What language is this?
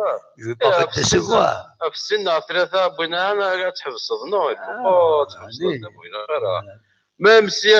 Kabyle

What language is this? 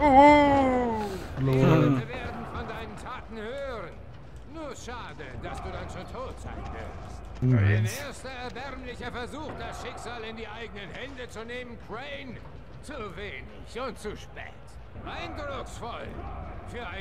Swiss German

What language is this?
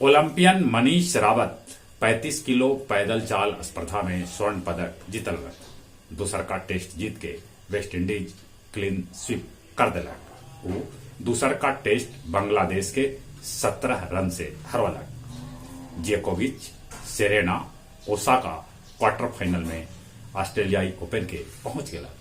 Magahi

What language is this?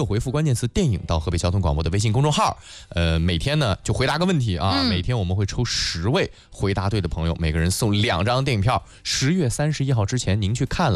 Chinese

